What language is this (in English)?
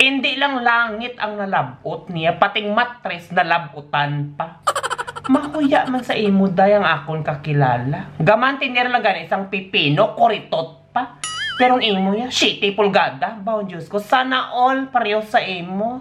Hiligaynon